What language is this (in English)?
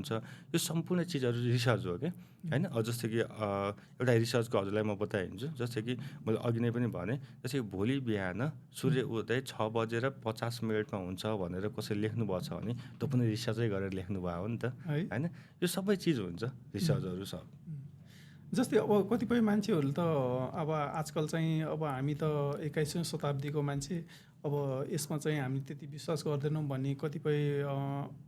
Nepali